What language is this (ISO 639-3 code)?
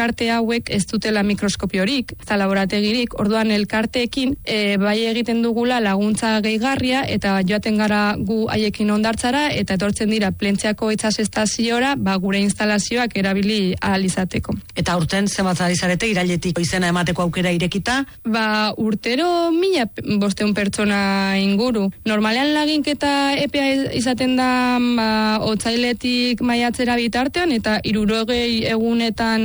eus